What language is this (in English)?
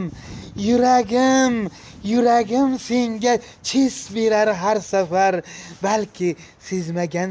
Uzbek